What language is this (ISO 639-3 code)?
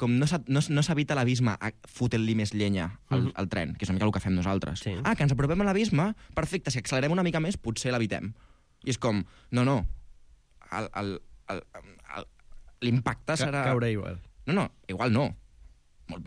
cat